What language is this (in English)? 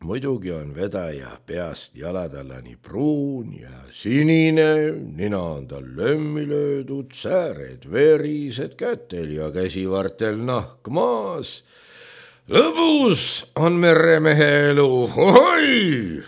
Estonian